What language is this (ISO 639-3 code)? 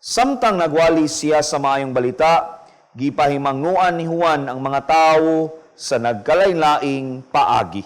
ceb